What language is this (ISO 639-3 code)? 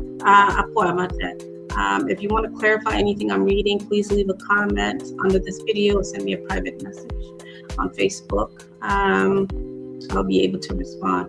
ach